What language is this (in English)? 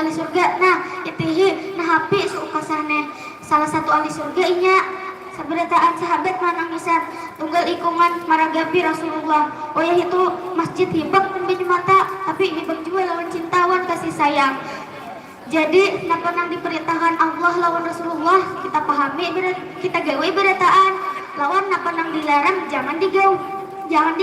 Banjar